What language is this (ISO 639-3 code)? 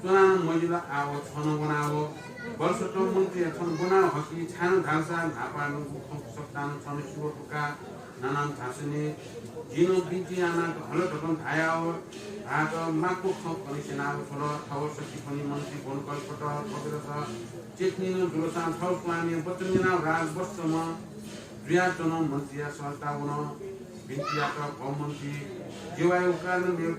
new